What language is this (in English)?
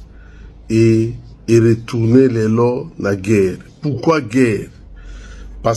Lingala